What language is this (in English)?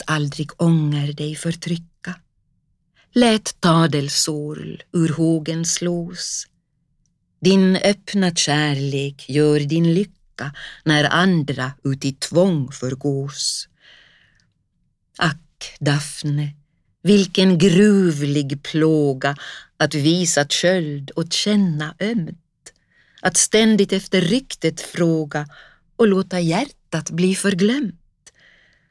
Swedish